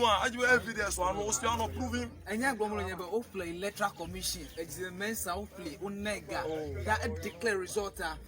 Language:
Ewe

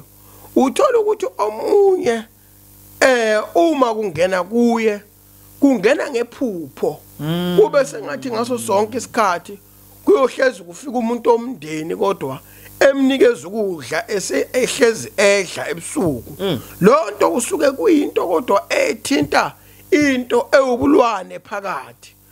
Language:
Zulu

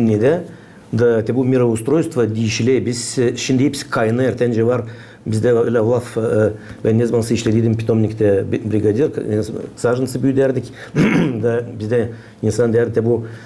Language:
Gagauz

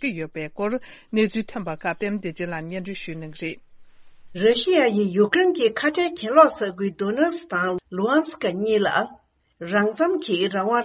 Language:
Tibetan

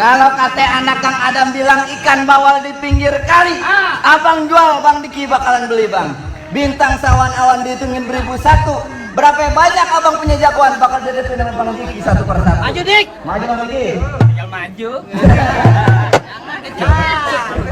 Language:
Betawi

